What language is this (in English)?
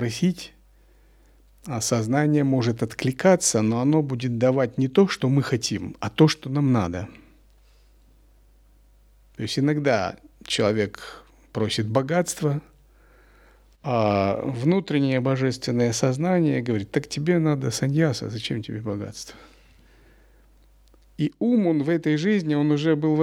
Russian